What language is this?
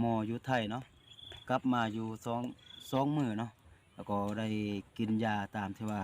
Lao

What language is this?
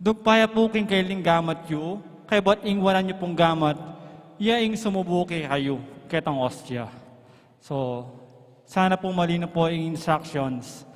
Pampanga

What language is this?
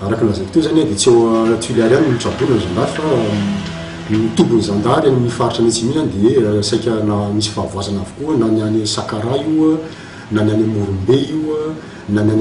Malagasy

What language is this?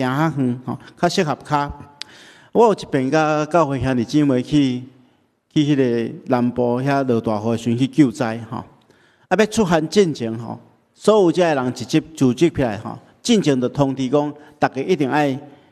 Min Nan Chinese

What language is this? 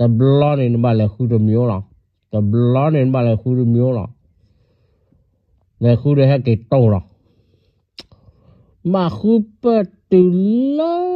S'gaw Karen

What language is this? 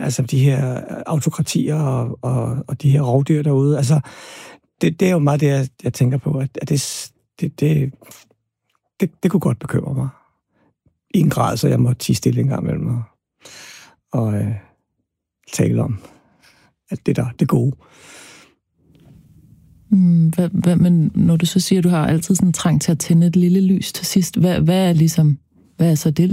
Danish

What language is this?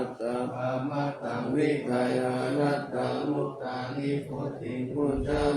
Pali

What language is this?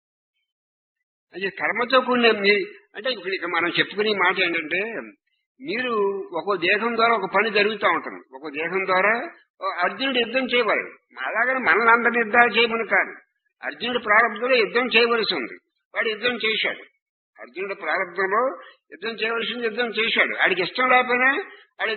Telugu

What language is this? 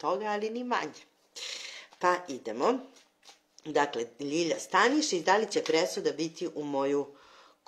Serbian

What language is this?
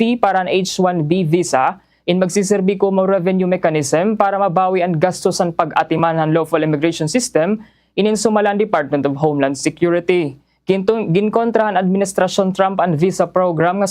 Waray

